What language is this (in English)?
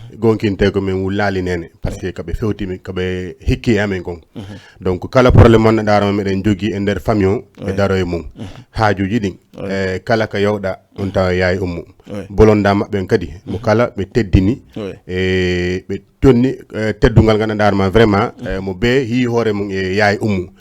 Fula